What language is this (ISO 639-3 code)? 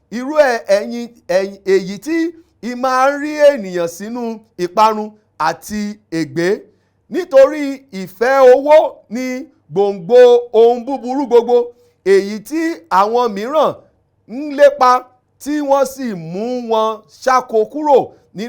yor